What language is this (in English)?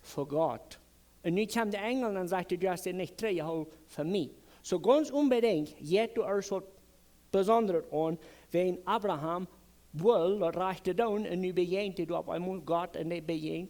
Plautdietsch